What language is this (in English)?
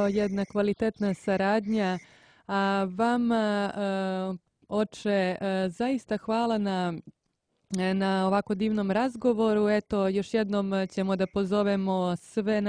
Serbian